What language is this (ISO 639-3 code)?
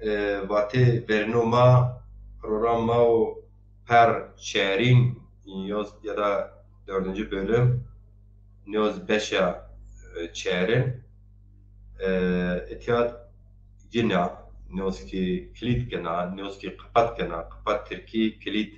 zza